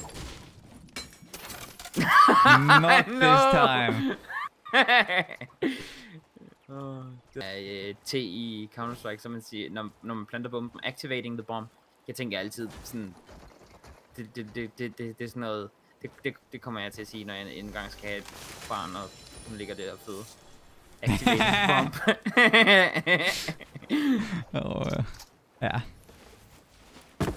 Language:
Danish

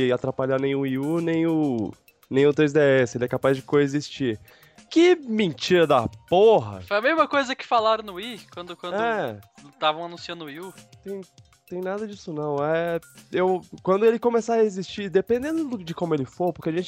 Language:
Portuguese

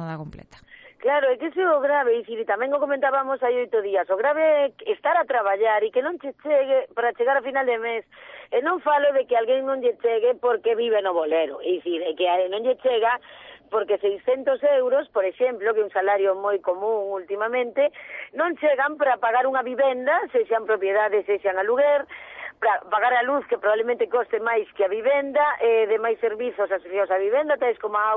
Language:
Galician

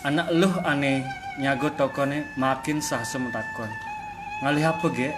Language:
Balinese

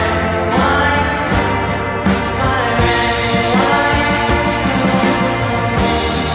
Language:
English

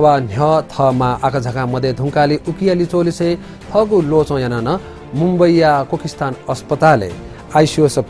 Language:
Newari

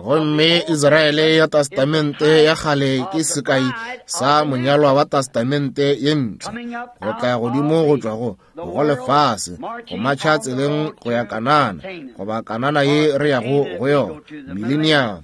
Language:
Northern Sotho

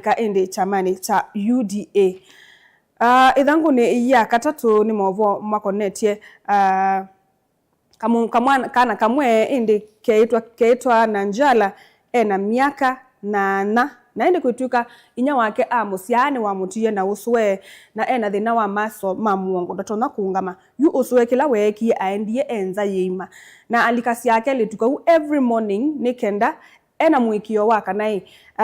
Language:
Kamba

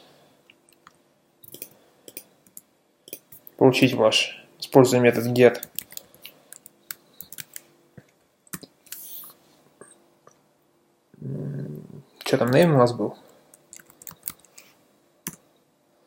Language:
Russian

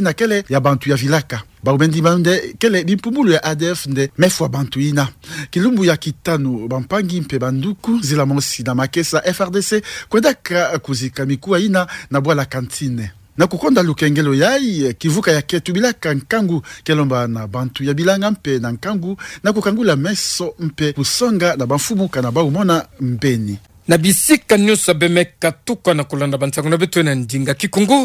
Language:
Kituba (Democratic Republic of Congo)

